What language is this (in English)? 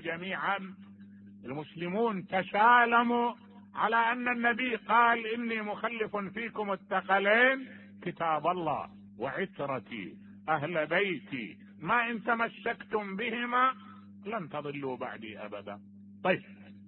Mesopotamian Arabic